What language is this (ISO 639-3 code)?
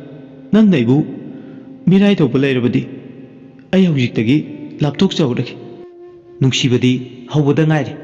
mni